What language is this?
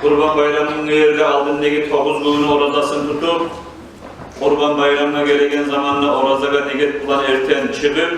Kumyk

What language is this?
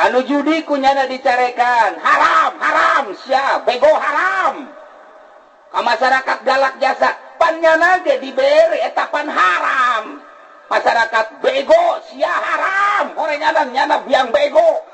Sundanese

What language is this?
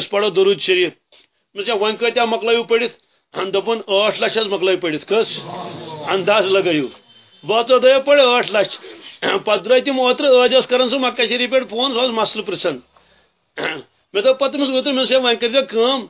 Kashmiri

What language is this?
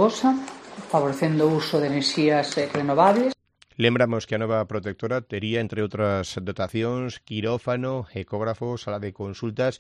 Galician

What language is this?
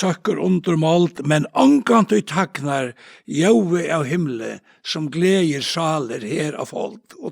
Faroese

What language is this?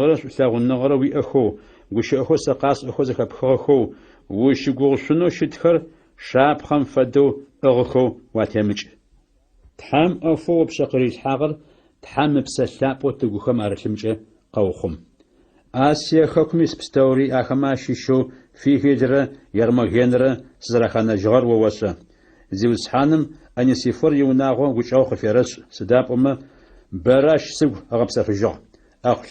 Adyghe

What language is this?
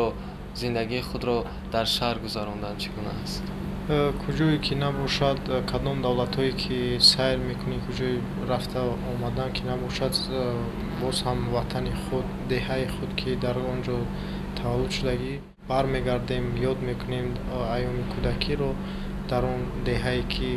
Tajik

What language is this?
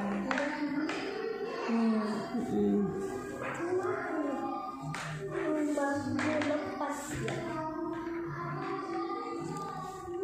Indonesian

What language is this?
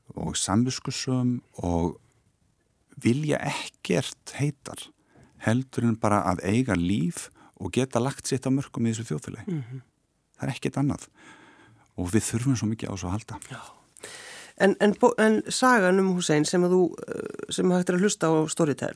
Icelandic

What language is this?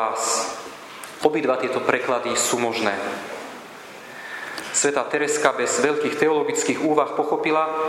Slovak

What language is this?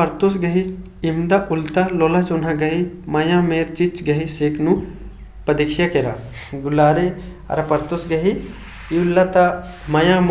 Kurukh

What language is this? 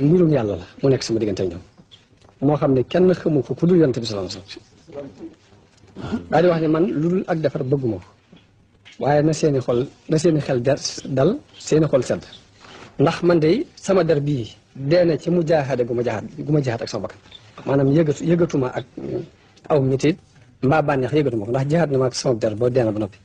Wolof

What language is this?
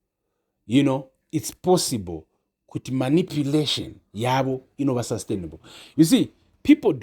Shona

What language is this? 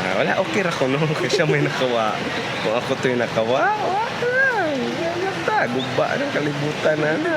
Cebuano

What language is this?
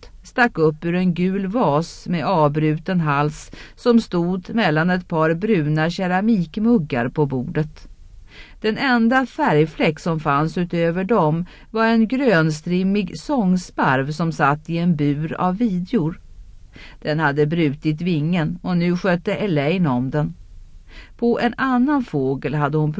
Swedish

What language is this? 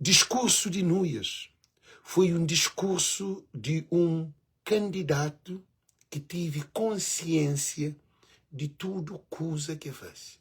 Kabuverdianu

